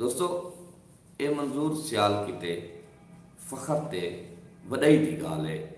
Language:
Saraiki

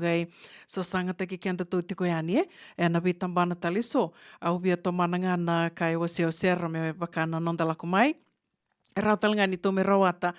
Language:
Fijian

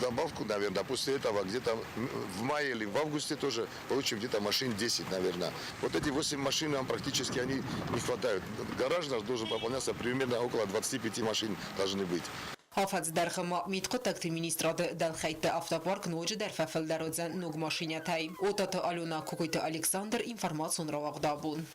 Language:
Ossetic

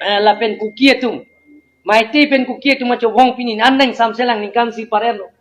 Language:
Karbi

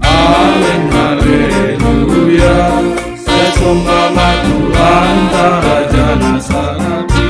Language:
Batak Simalungun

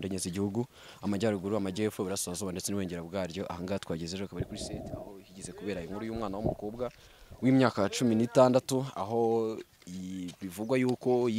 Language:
Kinyarwanda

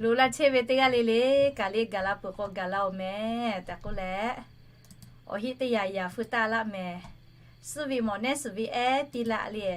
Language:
Lahu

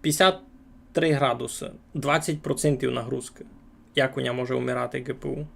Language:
Rusyn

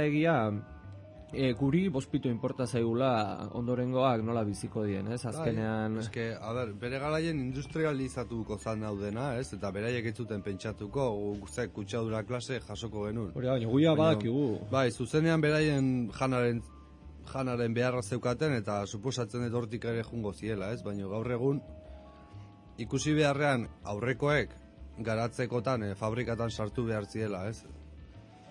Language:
Basque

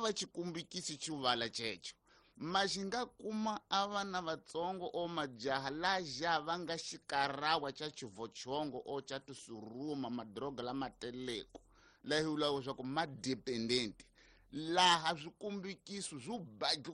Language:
Tsonga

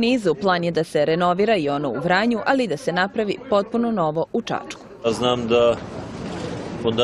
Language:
Serbian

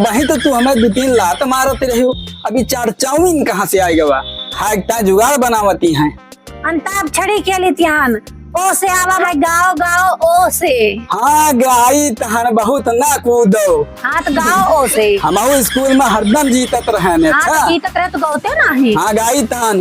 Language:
Awadhi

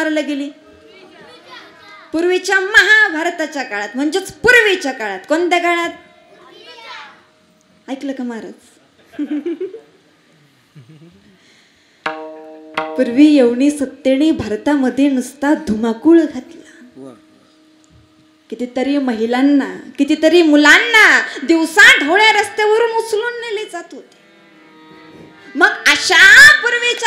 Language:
Marathi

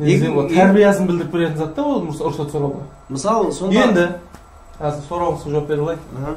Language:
Kara-Kalpak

